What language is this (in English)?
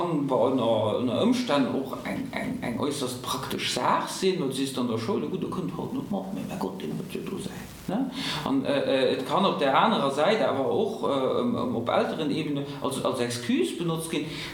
Luxembourgish